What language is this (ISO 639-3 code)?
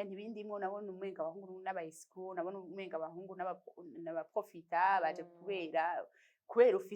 run